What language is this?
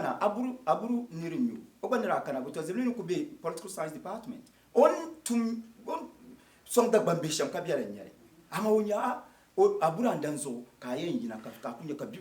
Dagbani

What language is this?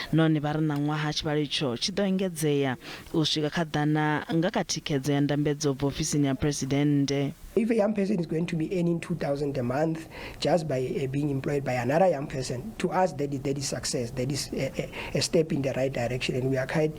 Venda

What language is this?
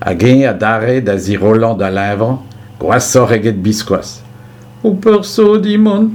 Breton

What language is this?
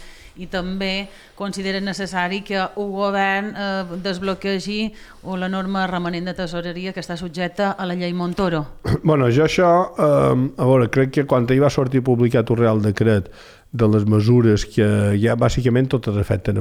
Catalan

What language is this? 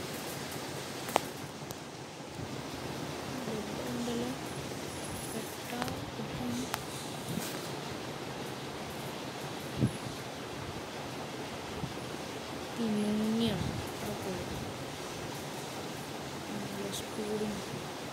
Malayalam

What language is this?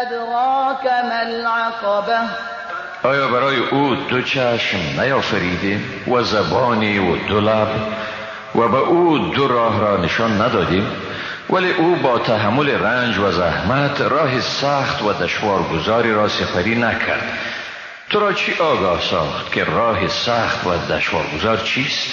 Persian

